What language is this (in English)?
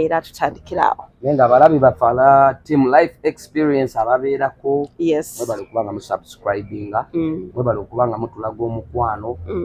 Ganda